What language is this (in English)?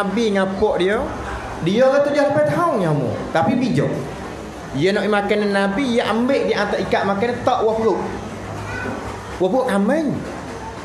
Malay